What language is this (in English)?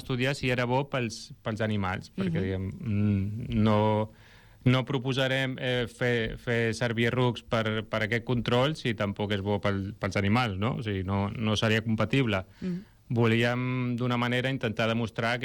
Catalan